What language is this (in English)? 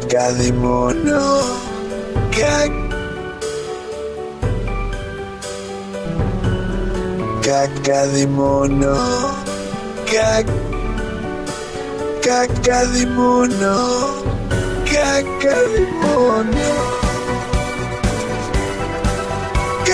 Greek